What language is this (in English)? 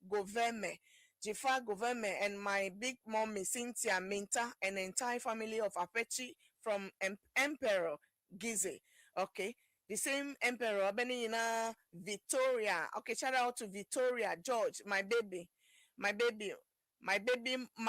Ewe